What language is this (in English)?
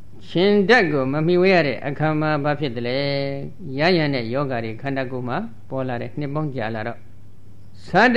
Burmese